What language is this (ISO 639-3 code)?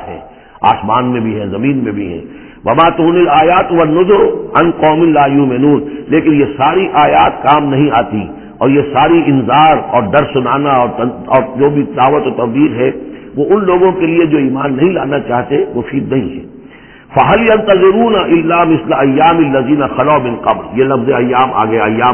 urd